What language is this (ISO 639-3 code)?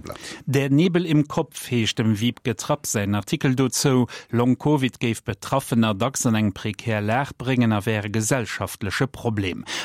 ltz